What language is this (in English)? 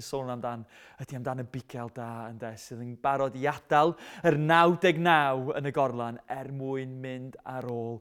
Welsh